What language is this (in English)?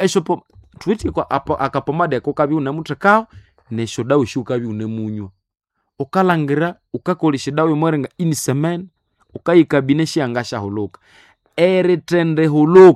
Nande